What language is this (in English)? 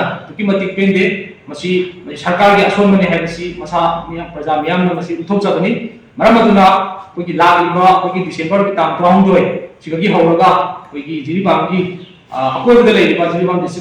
Manipuri